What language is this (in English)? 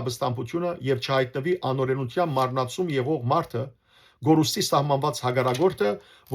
Western Armenian